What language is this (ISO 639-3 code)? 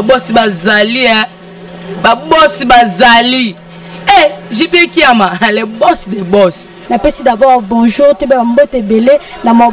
lin